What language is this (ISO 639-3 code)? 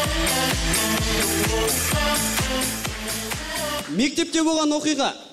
kaz